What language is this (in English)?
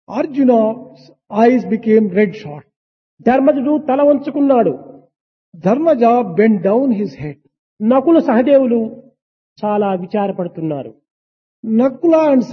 Telugu